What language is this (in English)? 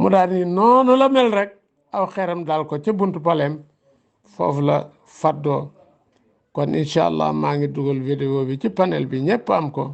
Wolof